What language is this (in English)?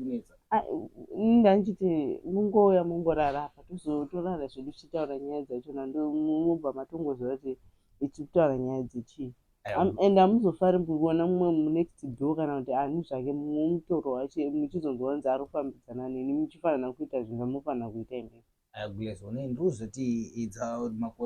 Shona